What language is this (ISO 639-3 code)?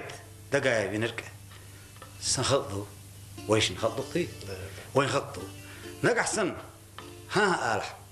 che